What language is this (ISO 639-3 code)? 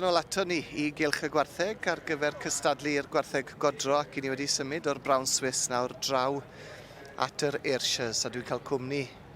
cym